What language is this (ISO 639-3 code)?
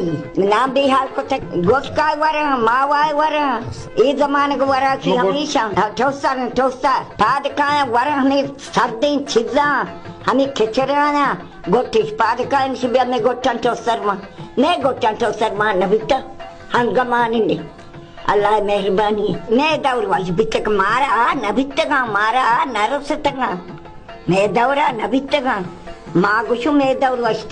bal